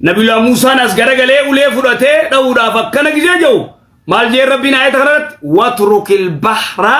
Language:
Oromo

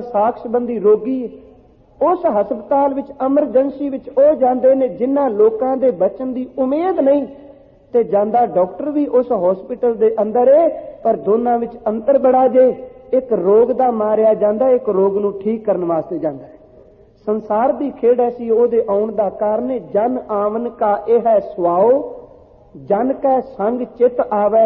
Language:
Punjabi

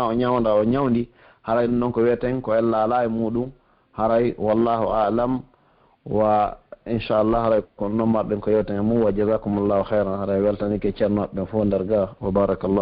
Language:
Pular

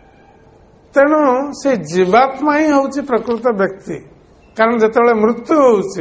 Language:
Odia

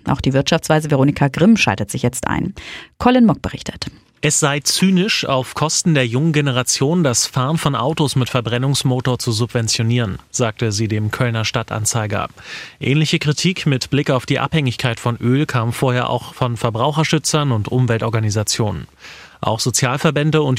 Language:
German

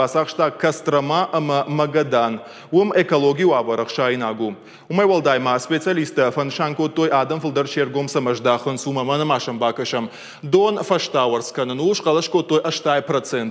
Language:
Ossetic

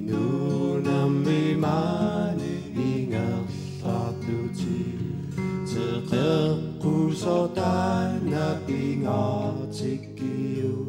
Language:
Kalaallisut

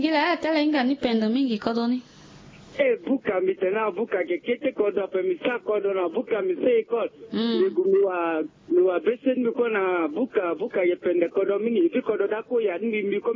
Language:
Sango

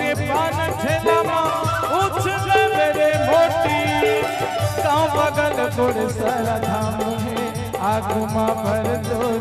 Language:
Chhattisgarhi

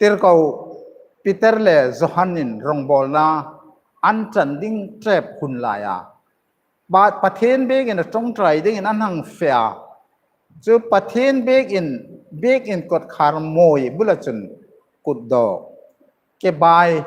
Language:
Hmar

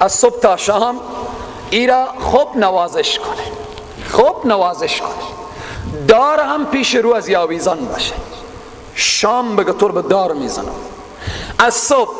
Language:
Persian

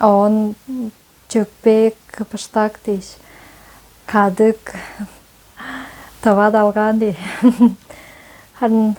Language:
Tuvinian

